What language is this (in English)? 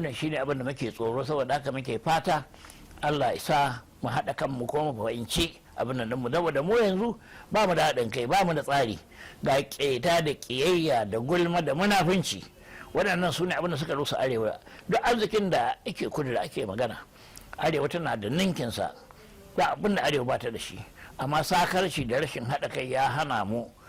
Hausa